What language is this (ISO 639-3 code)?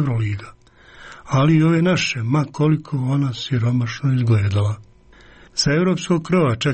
hrv